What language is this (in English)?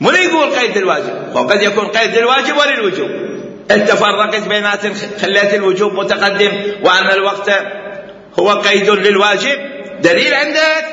Mesopotamian Arabic